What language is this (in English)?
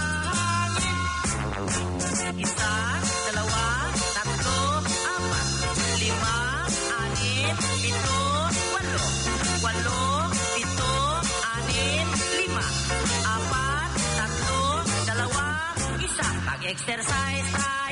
Filipino